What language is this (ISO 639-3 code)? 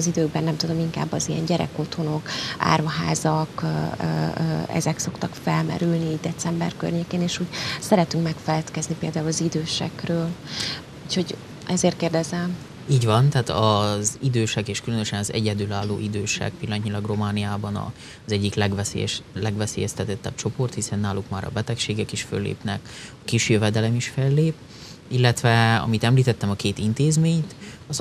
hun